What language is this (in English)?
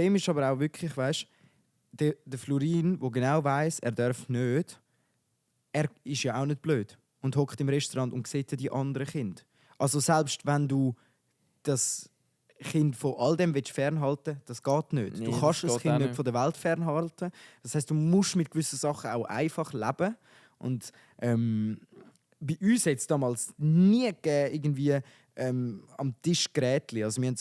Swiss German